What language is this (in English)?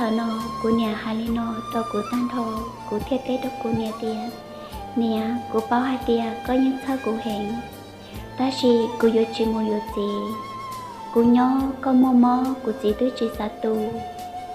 Hmong